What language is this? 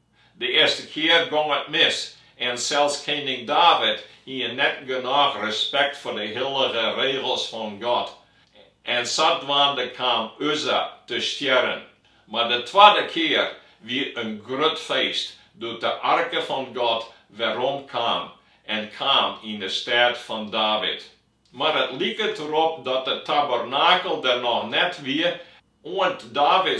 Western Frisian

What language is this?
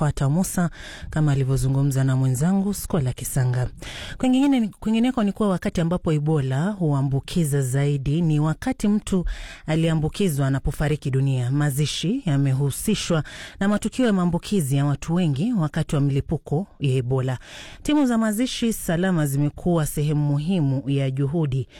Swahili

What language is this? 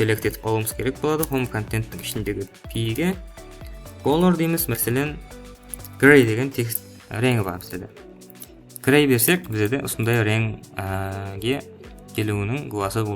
Kara-Kalpak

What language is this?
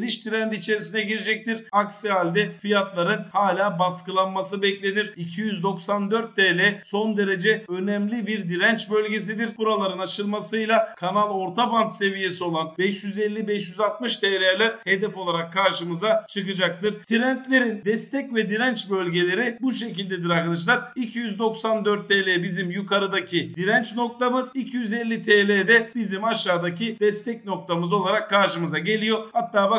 Turkish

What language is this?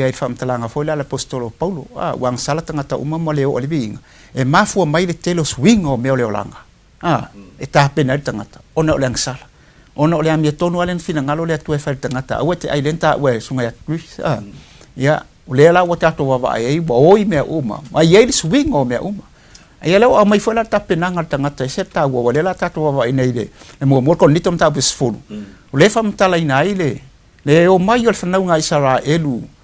Samoan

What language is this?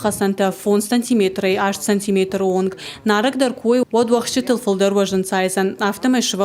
Ossetic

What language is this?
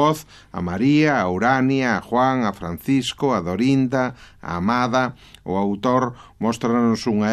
Galician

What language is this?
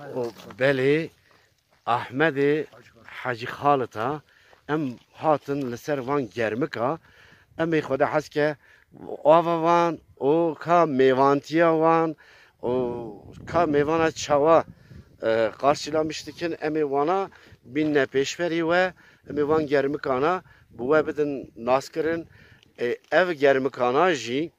Kurdish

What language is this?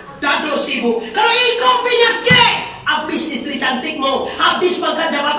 Minangkabau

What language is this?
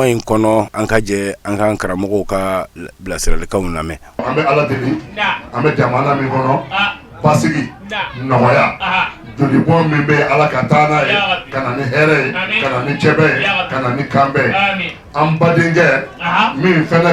Bambara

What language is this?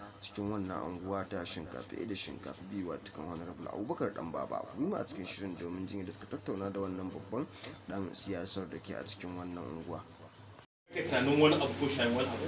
Hausa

